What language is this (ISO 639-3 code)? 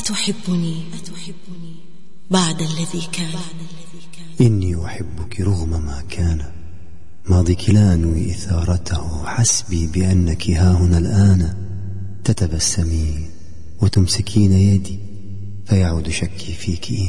ara